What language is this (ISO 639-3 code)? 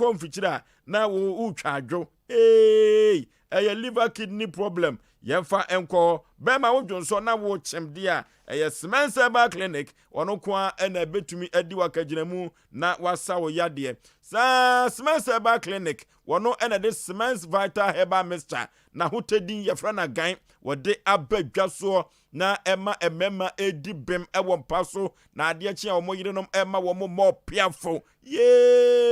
aka